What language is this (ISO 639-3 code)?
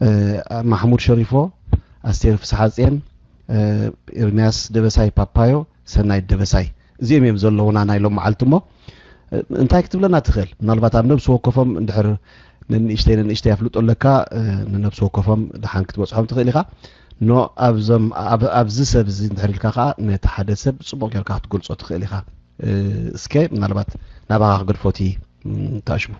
tir